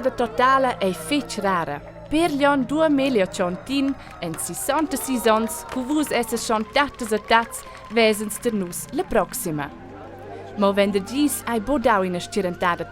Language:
Romansh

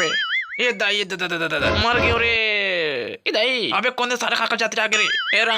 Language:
Chhattisgarhi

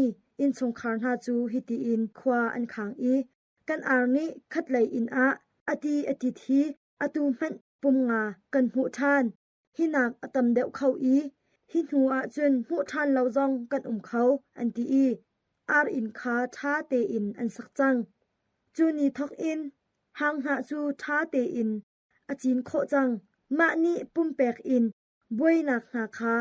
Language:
Hakha Chin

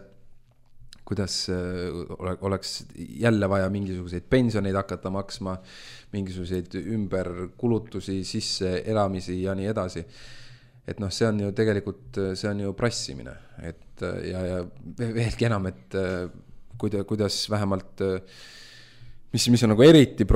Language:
Estonian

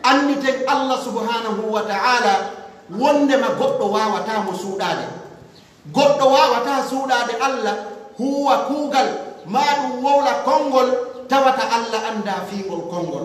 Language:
Pular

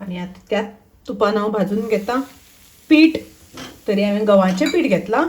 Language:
Konkani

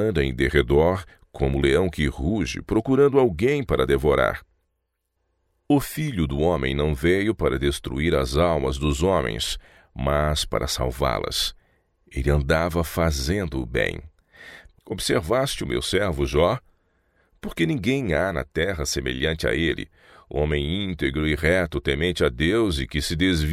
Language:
Portuguese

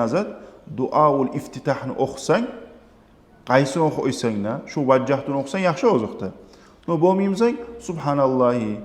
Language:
Kumyk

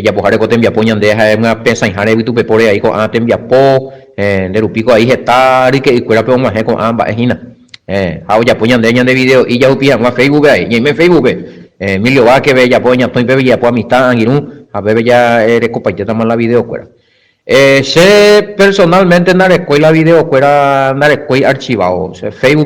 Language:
Guarani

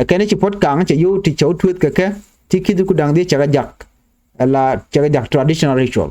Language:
Nuer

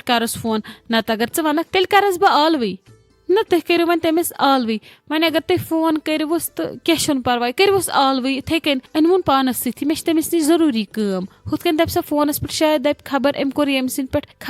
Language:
Kashmiri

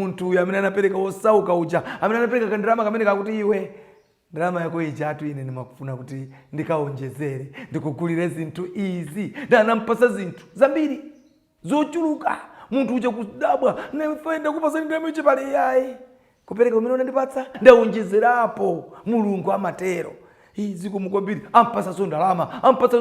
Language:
Nyanja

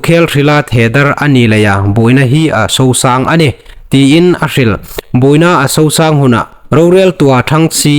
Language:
Hmar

